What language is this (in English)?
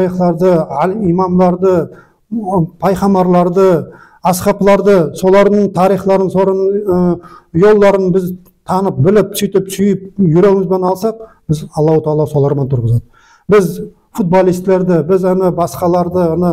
Nogai